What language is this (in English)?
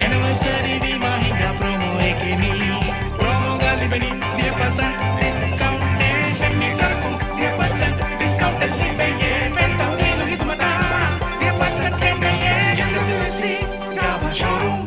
Divehi